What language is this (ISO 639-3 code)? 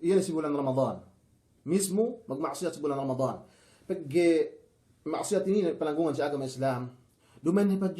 yka